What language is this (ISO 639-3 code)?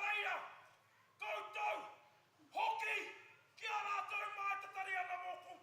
mri